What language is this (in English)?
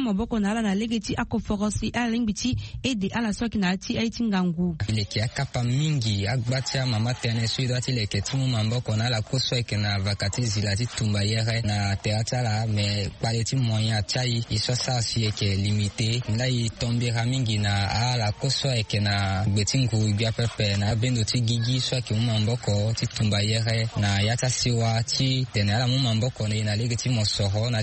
Sango